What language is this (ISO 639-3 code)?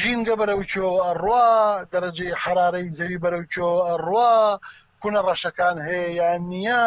ckb